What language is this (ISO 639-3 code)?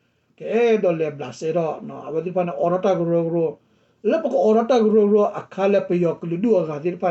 ksw